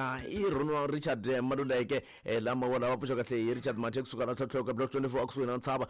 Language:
Tsonga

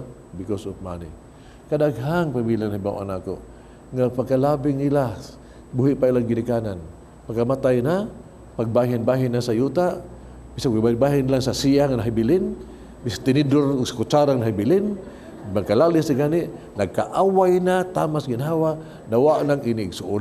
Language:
Cebuano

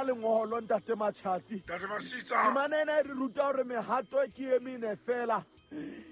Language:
Southern Sotho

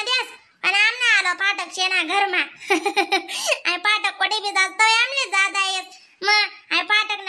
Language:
Khandesi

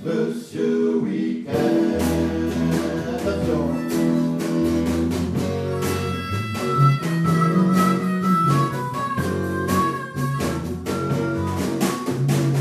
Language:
French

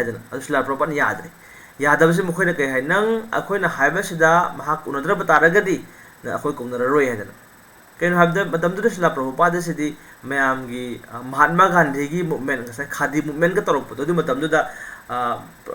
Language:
Manipuri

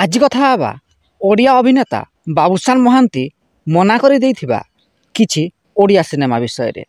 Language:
Odia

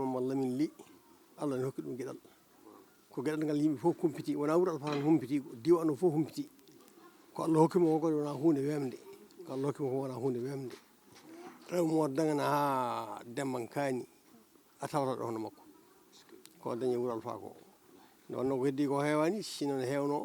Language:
Fula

